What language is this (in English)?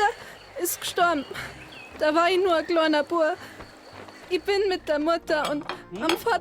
Bavarian